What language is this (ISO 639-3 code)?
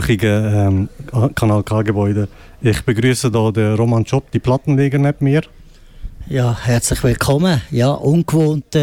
gsw